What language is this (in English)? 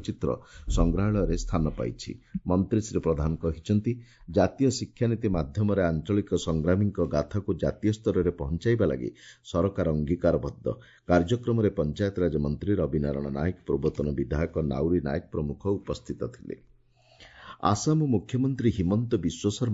Odia